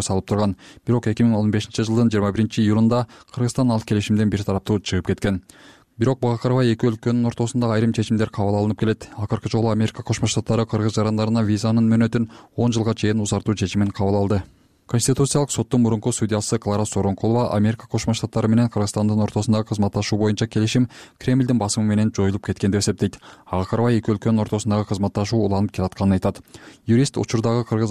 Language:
Kyrgyz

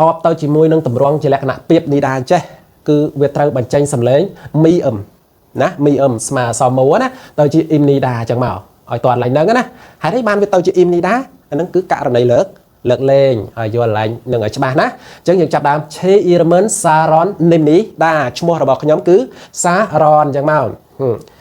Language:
Khmer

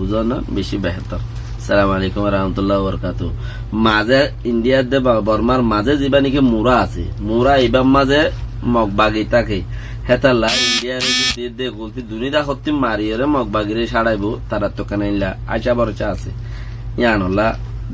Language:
Rohingya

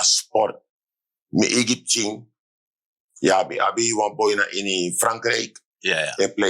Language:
Sranan Tongo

